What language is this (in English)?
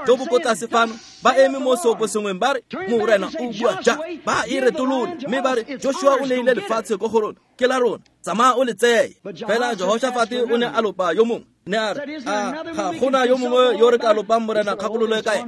Tswana